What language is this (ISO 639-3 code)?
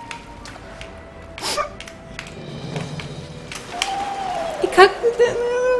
bul